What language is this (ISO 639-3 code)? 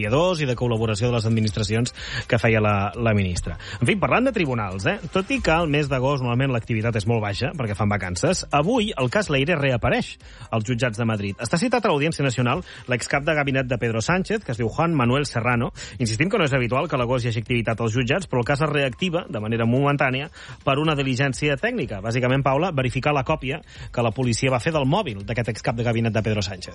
cat